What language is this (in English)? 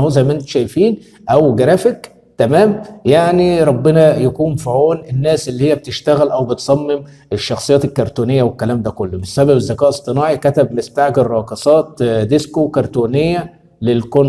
Egyptian Arabic